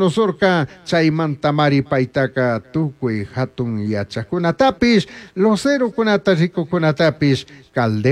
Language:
Chimborazo Highland Quichua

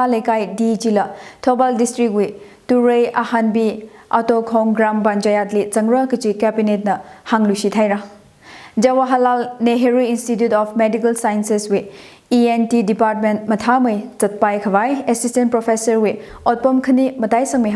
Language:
Tangkhul Naga (India)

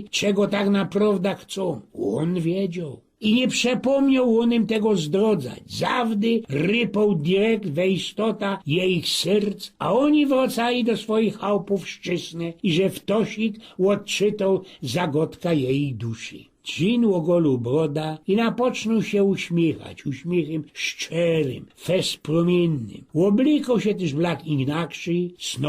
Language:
Silesian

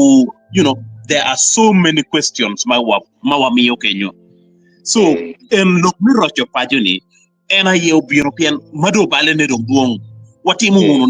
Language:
Acoli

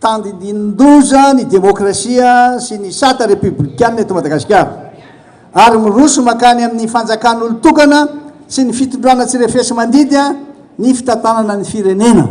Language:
Malagasy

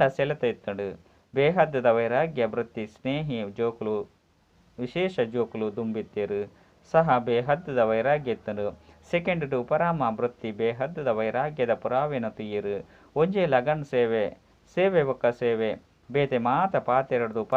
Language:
Tulu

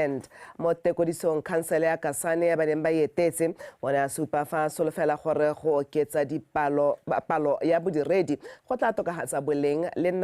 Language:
Tswana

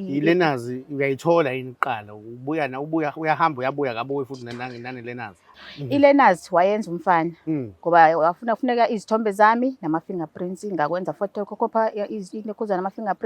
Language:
Zulu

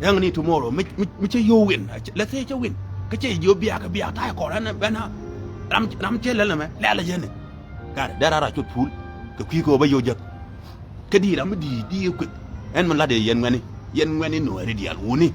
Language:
Nuer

